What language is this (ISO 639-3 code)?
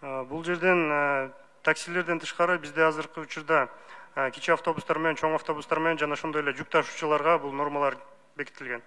kir